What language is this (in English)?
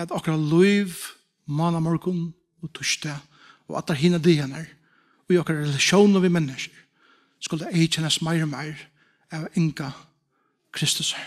Faroese